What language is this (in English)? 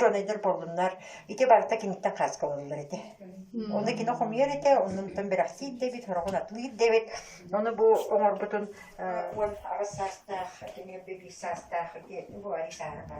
Yakut